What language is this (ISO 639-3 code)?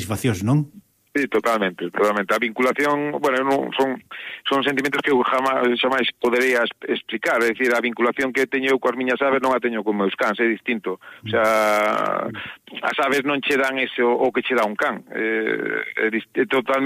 glg